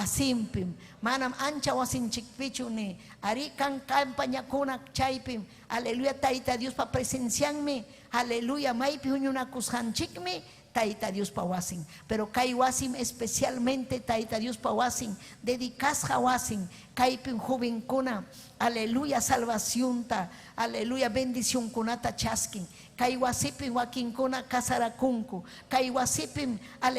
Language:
Ayacucho Quechua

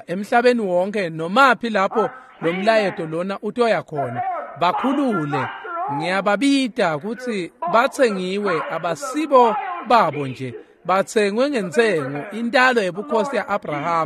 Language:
Swati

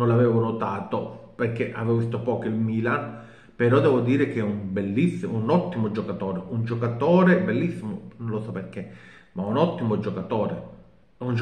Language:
Italian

